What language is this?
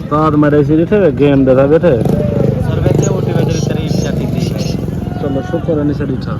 Saraiki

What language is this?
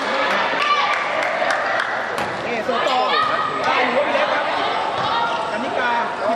Thai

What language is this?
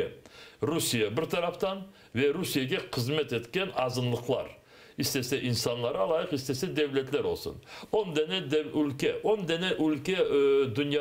Crimean Tatar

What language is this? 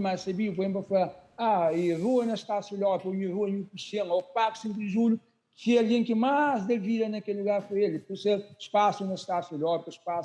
Kabuverdianu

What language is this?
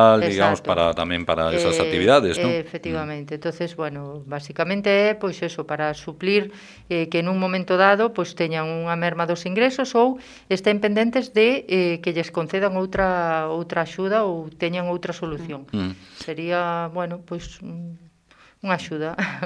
Galician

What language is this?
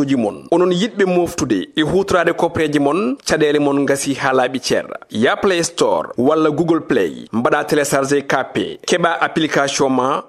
Fula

